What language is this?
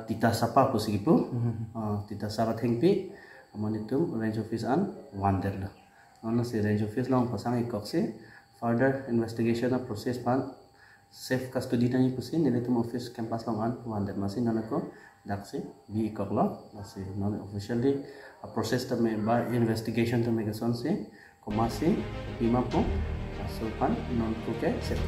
Karbi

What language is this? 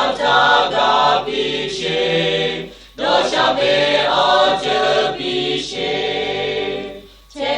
Lahu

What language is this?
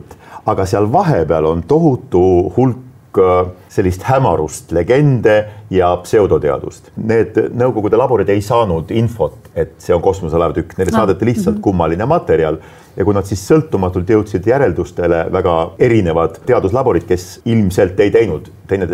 Estonian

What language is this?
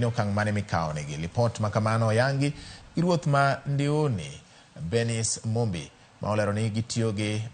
Luo (Kenya and Tanzania)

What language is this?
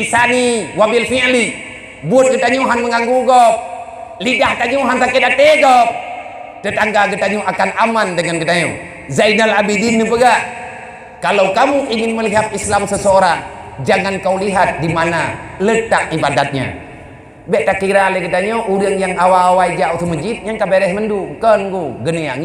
Achinese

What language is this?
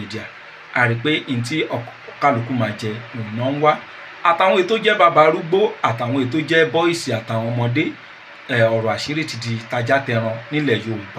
Yoruba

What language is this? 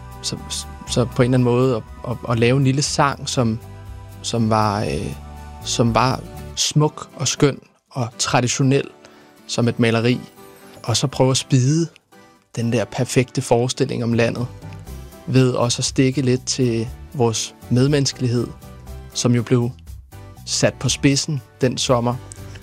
Danish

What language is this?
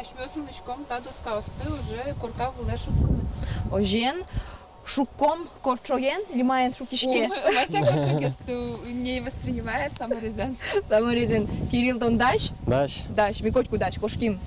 Udmurt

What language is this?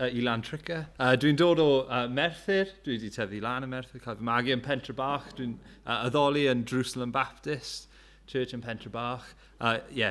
Welsh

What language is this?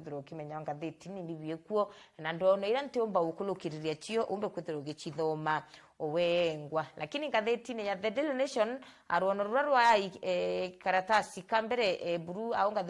Meru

